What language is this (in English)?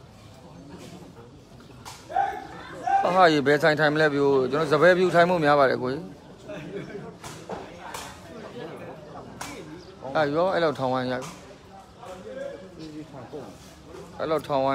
Burmese